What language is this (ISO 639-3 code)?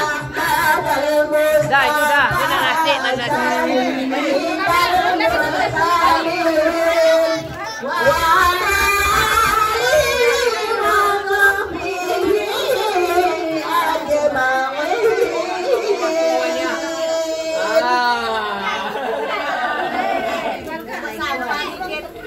msa